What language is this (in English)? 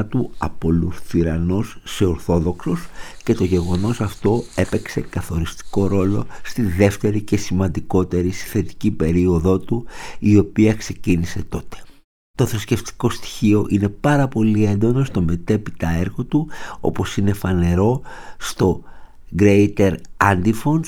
Greek